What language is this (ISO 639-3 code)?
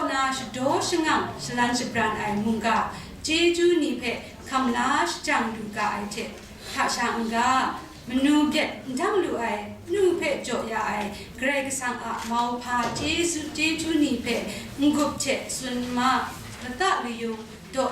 kac